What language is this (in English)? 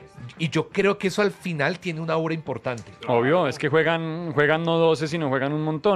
Spanish